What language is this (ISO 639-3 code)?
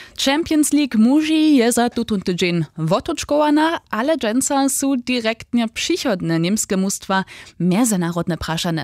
hsb